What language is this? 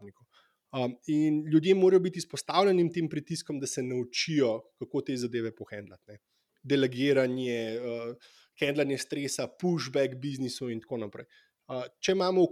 Slovenian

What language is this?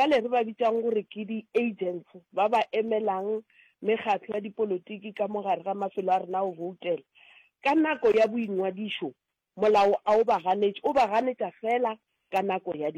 Northern Sotho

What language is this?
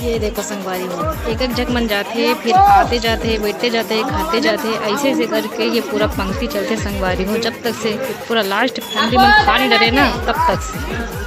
Chhattisgarhi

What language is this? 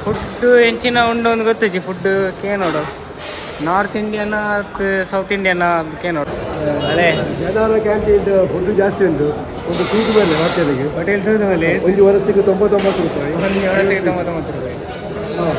Tulu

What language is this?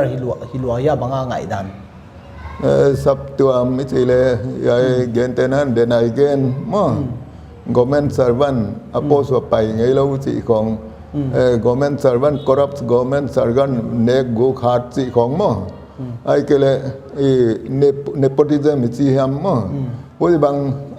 Paite Chin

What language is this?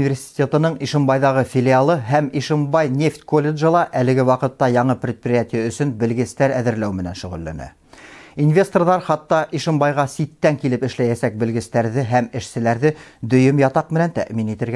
Bashkir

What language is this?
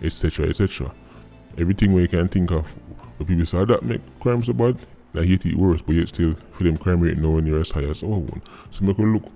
Jamaican Creole English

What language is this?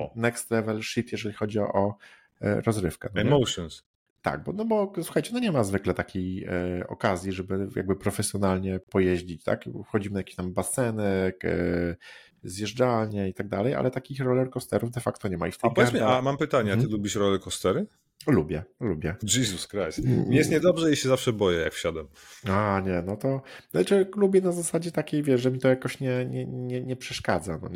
Polish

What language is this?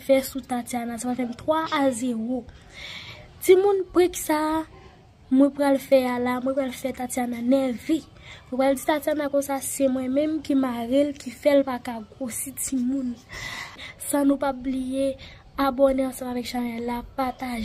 Haitian Creole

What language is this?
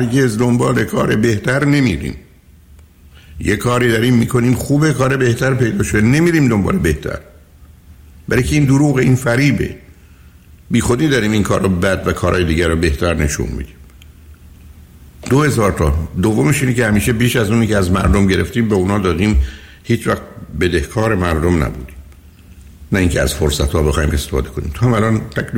Persian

